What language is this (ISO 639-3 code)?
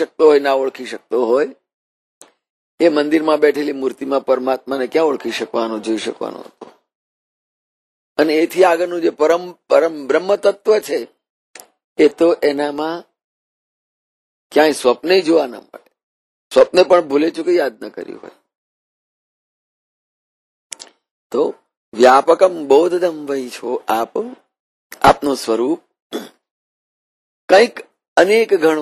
guj